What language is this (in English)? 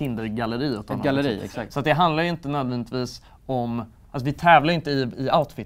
Swedish